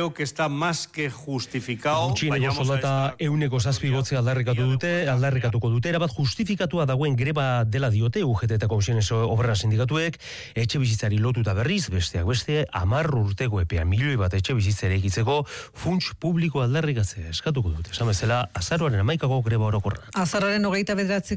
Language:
Basque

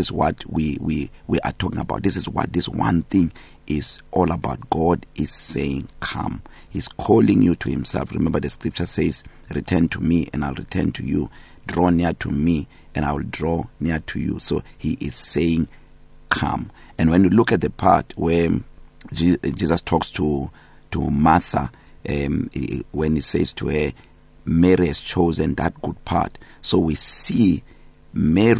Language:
English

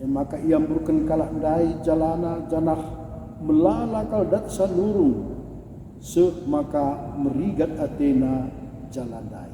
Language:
Batak Karo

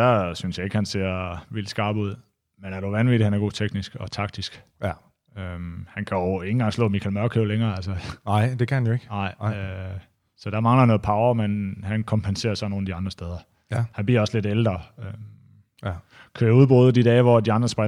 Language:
Danish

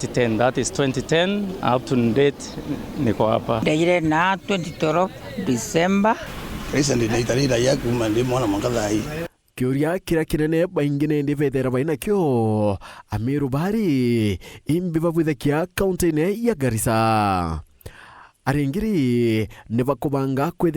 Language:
Meru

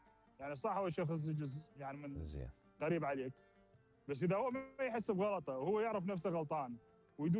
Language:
Mesopotamian Arabic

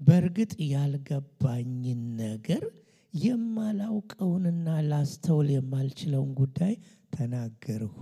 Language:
Amharic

